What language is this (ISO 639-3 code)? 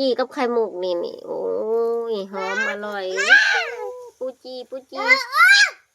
lao